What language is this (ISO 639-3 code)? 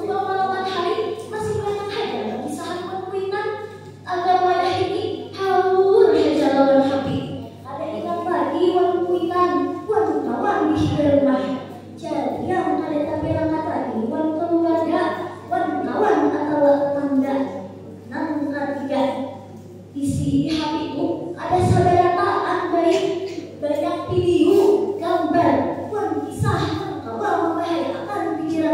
bjn